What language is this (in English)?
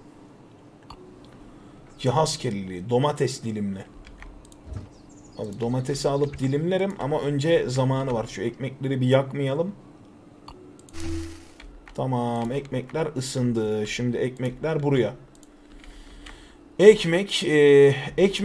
Turkish